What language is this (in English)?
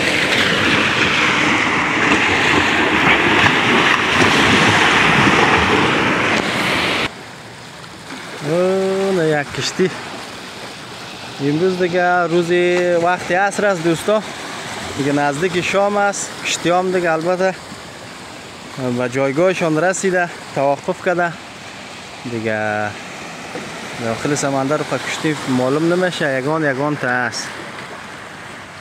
Persian